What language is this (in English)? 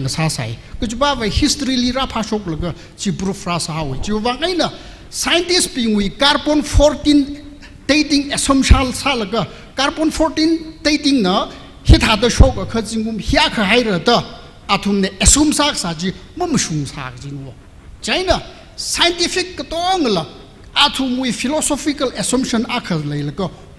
Tangkhul Naga (India)